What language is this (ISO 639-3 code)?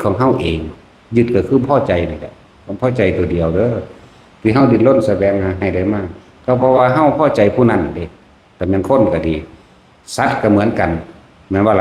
lao